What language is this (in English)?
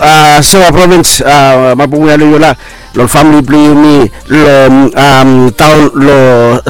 Bislama